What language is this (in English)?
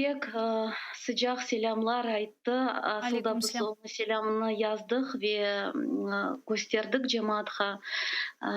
Crimean Tatar